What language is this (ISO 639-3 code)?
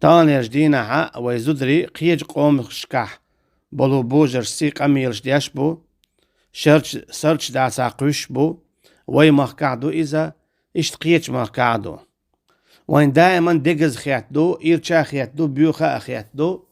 che